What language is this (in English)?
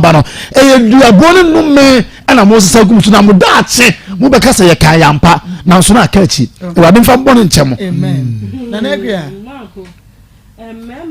Akan